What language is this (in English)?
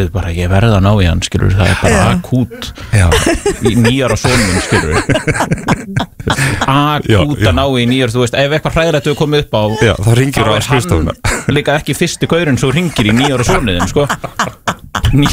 Icelandic